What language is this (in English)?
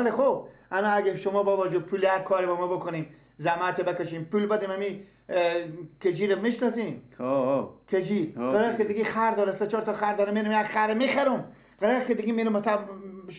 Persian